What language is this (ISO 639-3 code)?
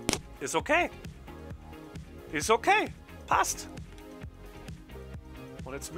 deu